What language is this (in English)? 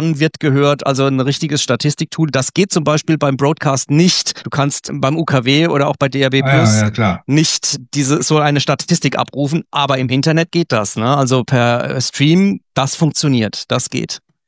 German